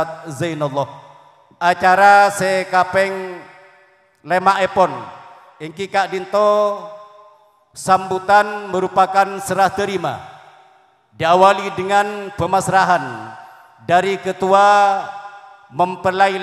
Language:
Madurese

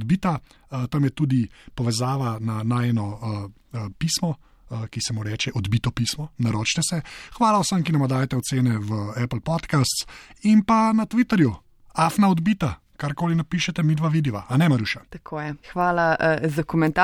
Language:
Slovenian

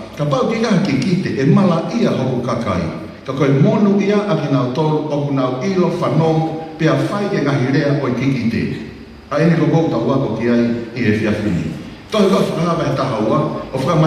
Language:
Tongan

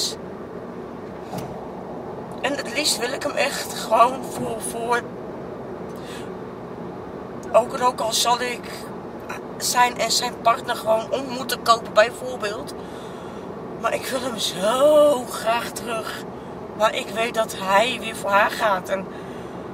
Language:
Dutch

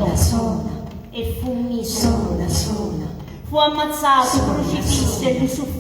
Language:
Sicilian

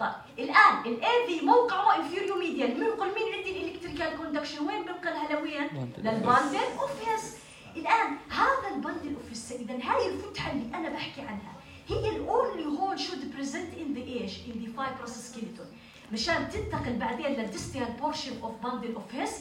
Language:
North Levantine Arabic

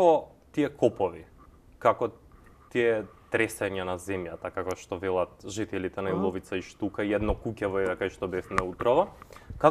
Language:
Macedonian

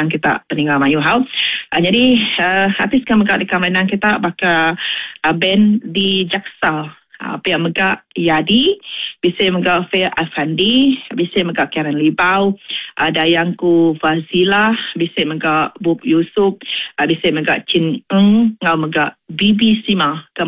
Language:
Iban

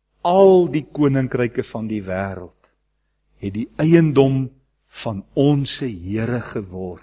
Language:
Afrikaans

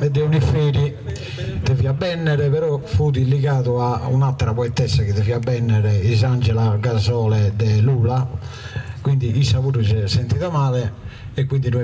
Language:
Sardinian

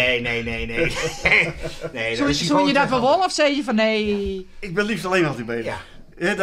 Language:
Western Frisian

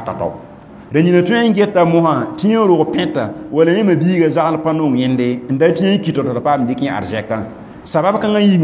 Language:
Mossi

